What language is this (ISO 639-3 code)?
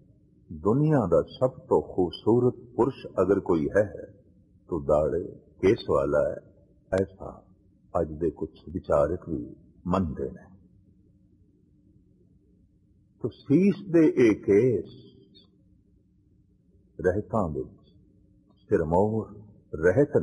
pan